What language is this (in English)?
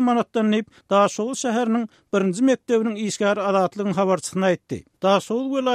Turkmen